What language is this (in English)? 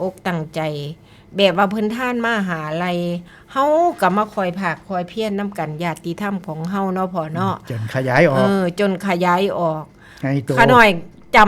Northeastern Thai